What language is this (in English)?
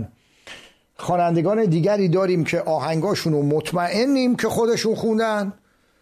Persian